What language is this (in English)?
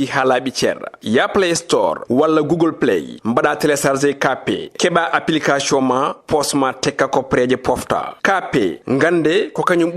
Fula